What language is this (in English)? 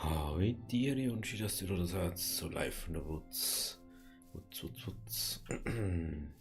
Bavarian